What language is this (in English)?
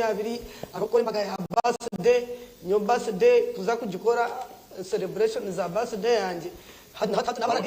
Nyankole